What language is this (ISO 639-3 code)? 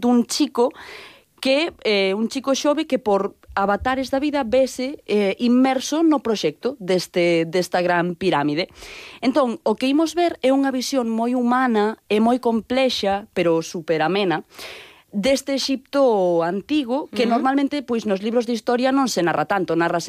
glg